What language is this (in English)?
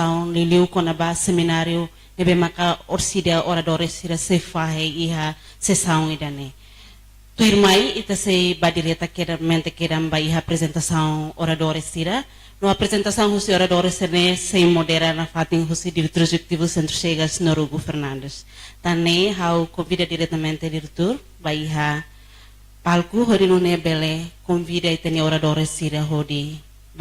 Tetum